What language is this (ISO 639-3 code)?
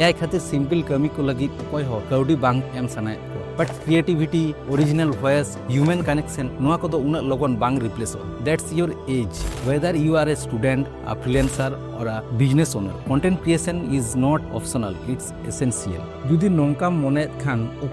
sat